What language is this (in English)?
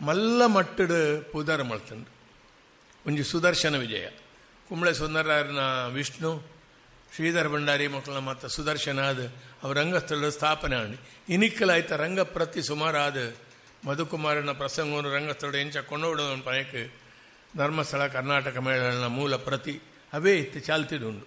Tulu